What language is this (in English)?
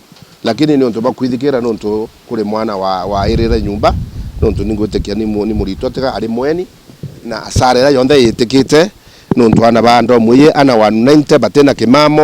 Meru